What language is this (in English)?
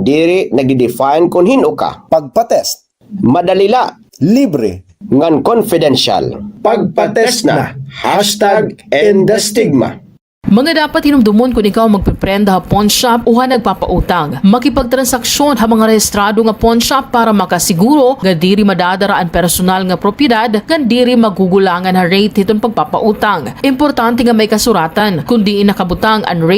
Waray